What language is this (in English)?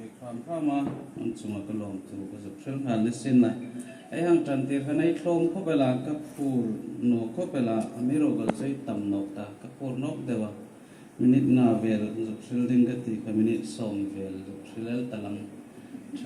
Hmar